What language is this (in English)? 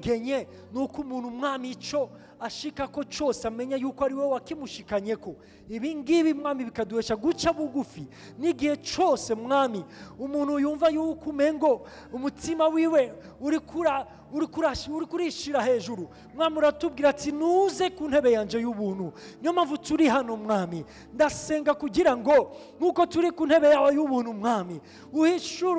Rundi